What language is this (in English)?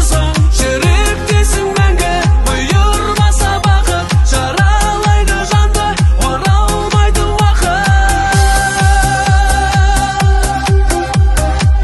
Kazakh